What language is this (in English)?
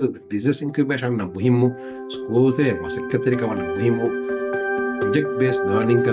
Divehi